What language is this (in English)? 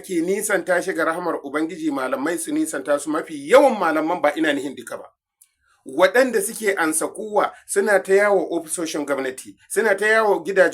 Hausa